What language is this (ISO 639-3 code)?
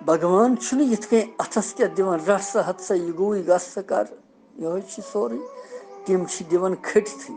kas